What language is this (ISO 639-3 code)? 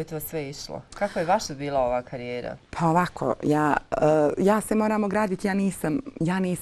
bos